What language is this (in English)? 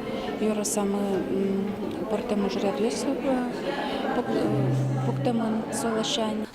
Udmurt